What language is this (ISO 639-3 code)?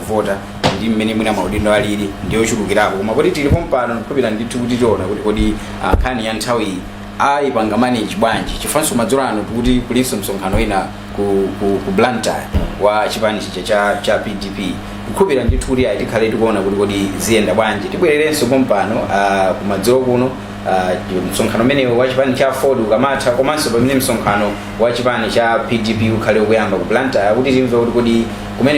nya